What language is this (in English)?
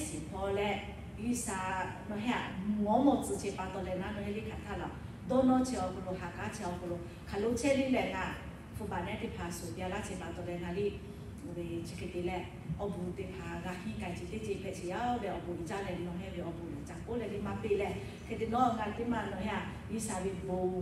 Lahu